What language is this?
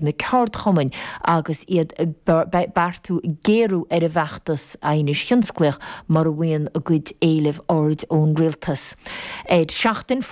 Irish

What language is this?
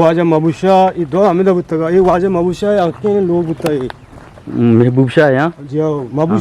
Eastern Balochi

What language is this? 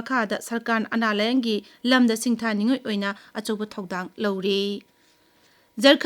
Manipuri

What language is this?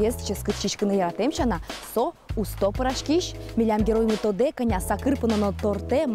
Udmurt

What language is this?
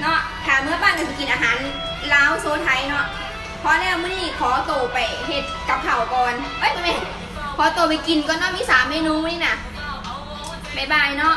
Lao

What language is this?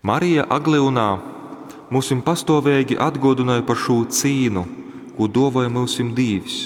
Latgalian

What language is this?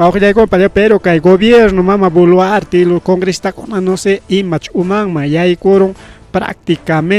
Ayacucho Quechua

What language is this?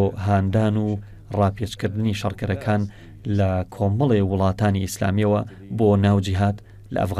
Central Kurdish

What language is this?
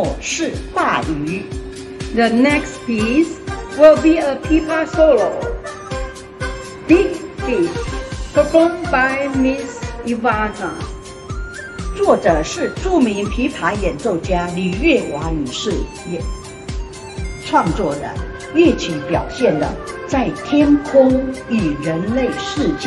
Chinese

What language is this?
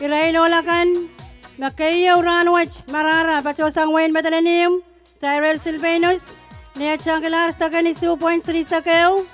Pohnpeian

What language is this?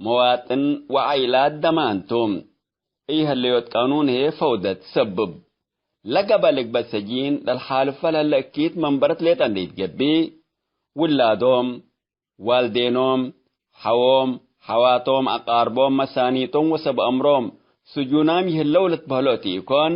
Tigre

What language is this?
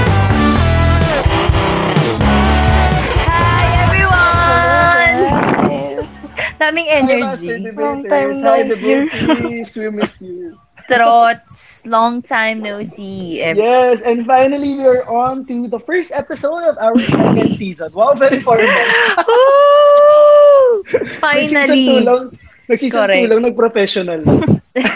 Filipino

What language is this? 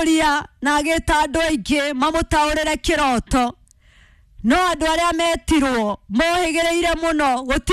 Kikuyu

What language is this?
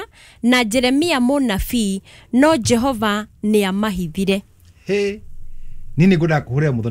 Kikuyu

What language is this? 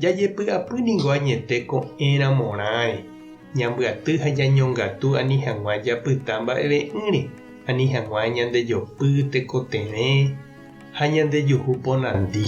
Guarani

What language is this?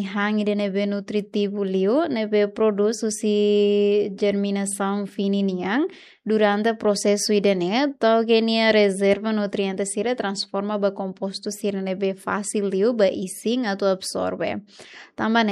Tetum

